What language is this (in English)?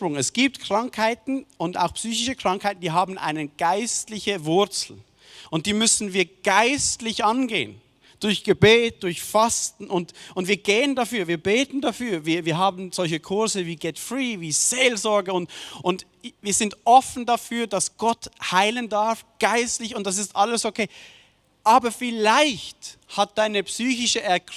Swiss German